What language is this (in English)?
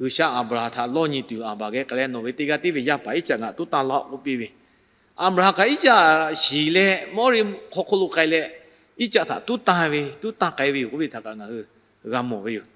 Lahu